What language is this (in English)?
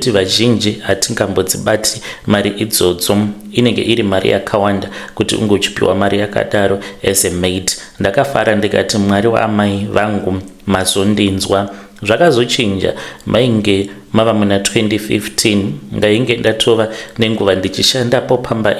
Shona